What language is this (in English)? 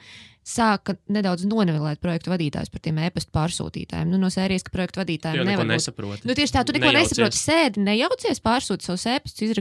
Latvian